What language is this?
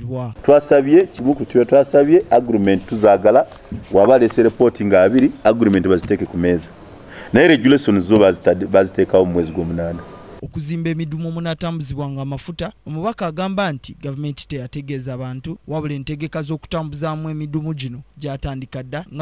Ganda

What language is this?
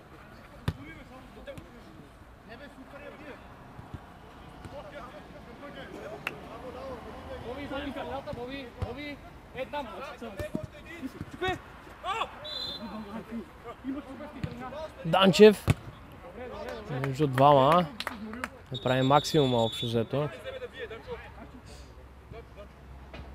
Bulgarian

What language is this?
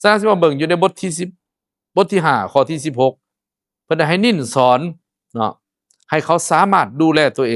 Lao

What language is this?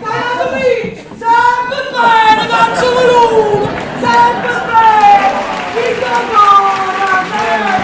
Neapolitan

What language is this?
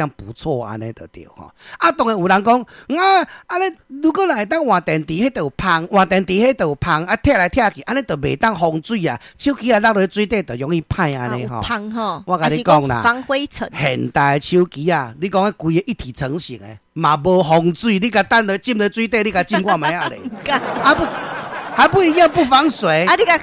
Min Nan Chinese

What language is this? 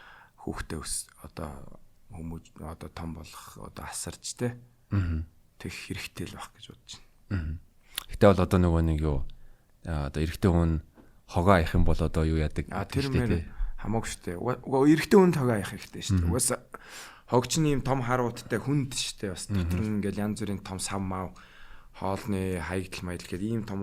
Mongolian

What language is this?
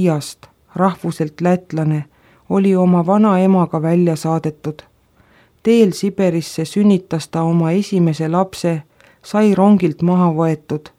Estonian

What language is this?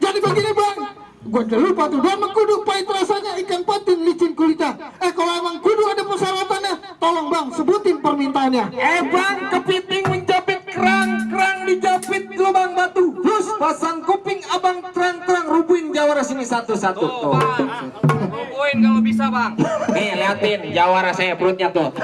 Betawi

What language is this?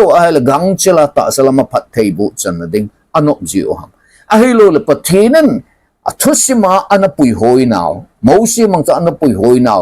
Thado Chin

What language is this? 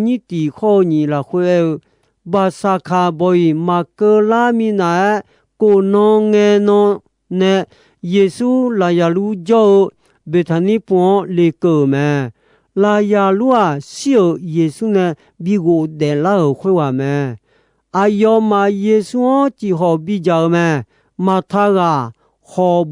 Akha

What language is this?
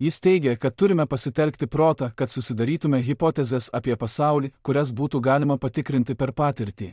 Lithuanian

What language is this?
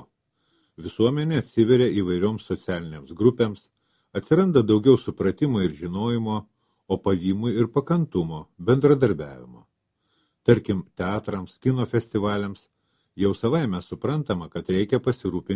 Lithuanian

